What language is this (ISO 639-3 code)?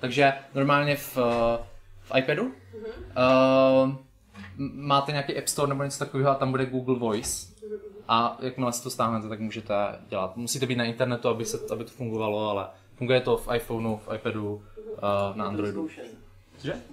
ces